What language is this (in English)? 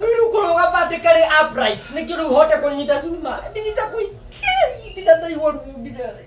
Kikuyu